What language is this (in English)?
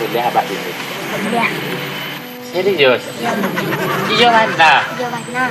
Minangkabau